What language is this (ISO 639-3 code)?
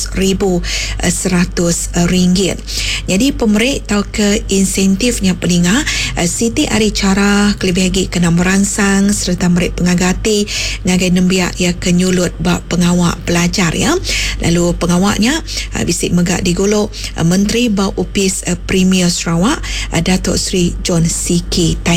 iba